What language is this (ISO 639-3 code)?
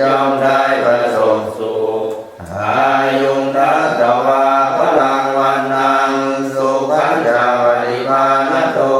pli